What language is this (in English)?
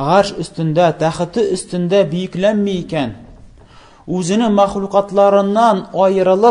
Tatar